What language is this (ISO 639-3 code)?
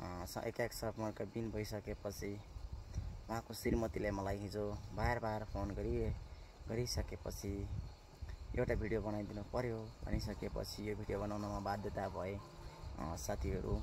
nep